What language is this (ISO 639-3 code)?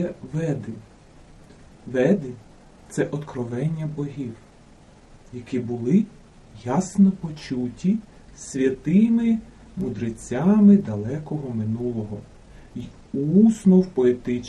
ukr